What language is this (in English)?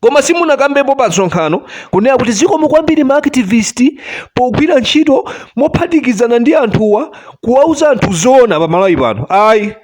Nyanja